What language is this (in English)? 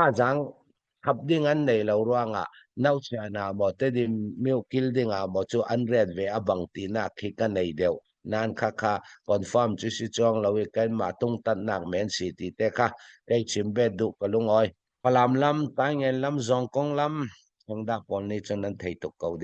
Falam Chin